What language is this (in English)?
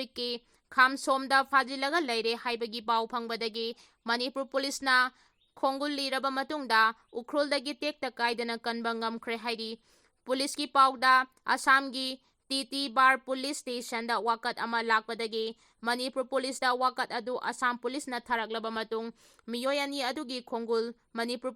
Manipuri